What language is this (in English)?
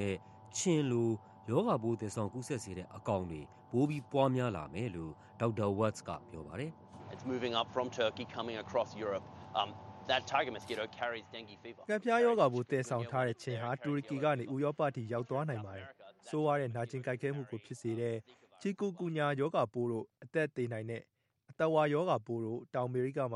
Burmese